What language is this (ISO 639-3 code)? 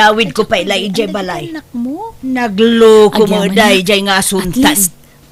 ilo